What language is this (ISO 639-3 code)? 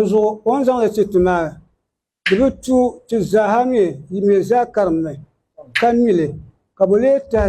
dag